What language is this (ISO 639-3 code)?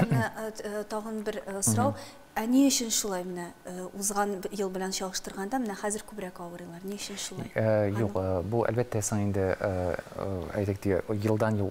tat